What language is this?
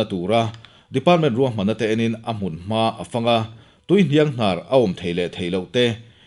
Mizo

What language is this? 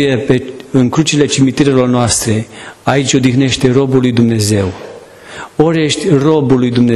Romanian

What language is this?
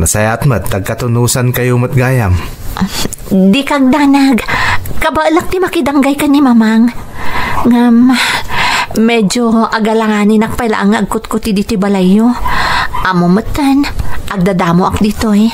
Iloko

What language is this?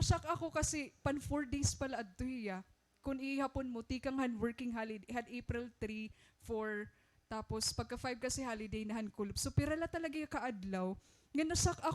Waray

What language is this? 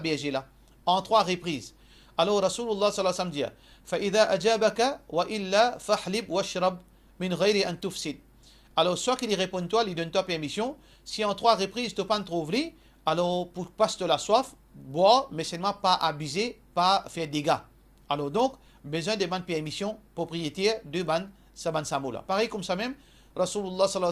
Morisyen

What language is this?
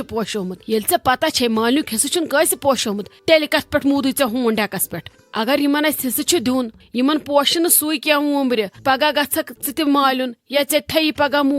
Kashmiri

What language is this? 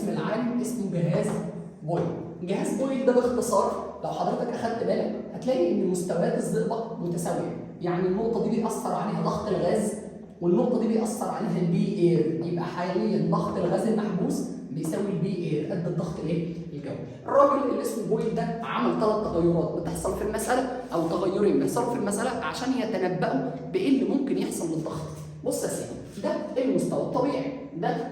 Egyptian Arabic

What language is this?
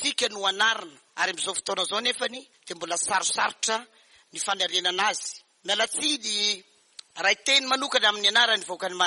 Malagasy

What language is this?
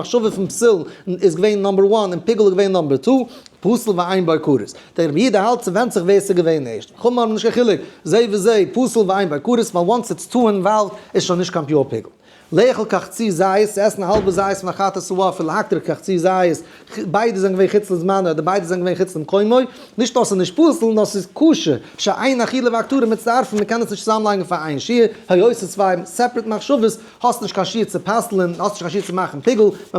Yiddish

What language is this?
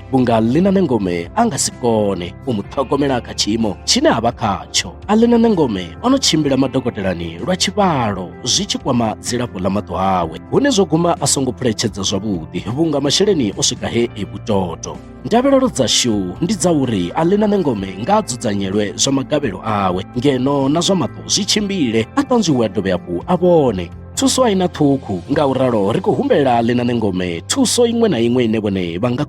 Venda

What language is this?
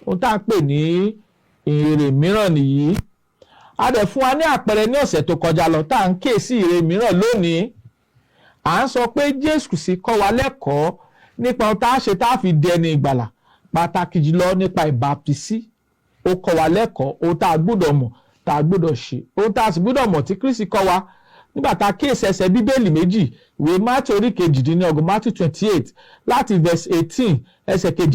Yoruba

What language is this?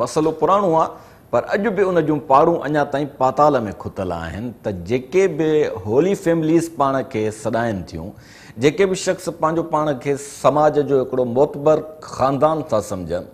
Sindhi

